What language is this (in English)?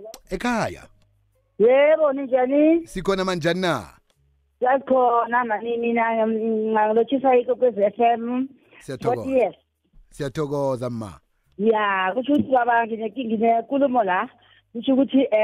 South Ndebele